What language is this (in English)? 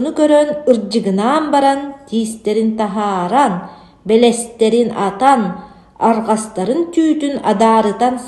Yakut